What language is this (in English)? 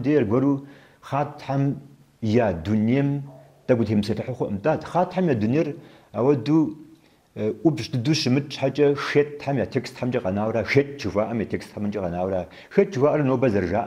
Kabardian